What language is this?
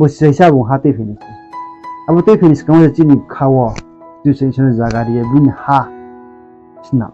Riang (India)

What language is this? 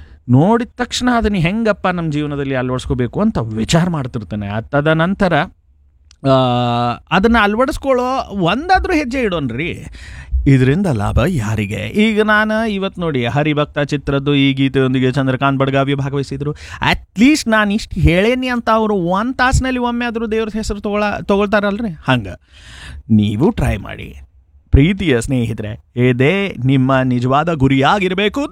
Kannada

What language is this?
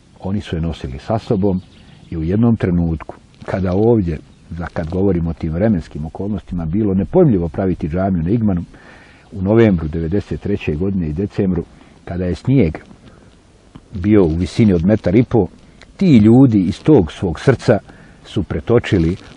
Bosnian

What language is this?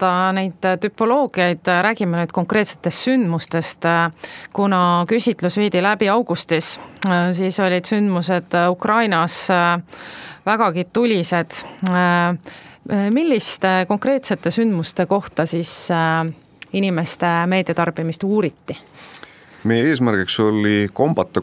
Estonian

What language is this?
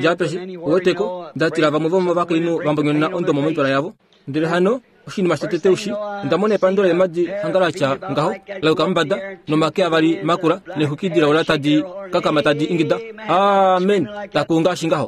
Kuanyama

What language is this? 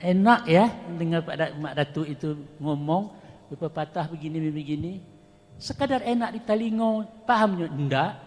Minangkabau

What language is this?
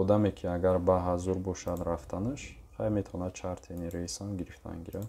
Tajik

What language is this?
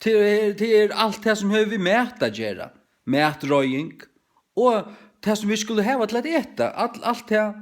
Faroese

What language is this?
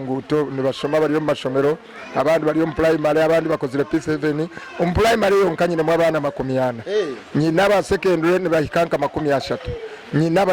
Nyankole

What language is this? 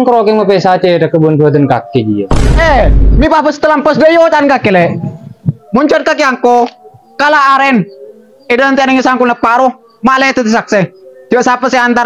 Madurese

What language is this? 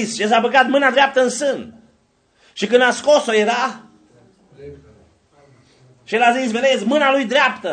Romanian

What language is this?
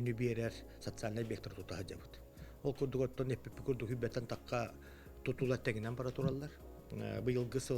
Yakut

